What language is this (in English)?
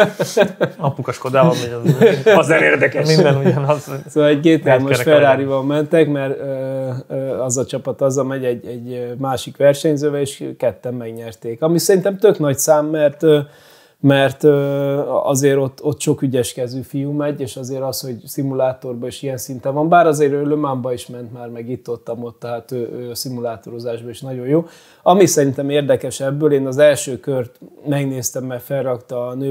Hungarian